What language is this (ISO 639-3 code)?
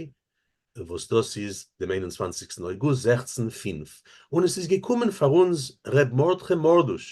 yid